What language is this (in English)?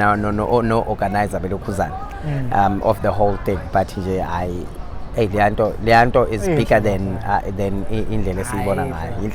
Zulu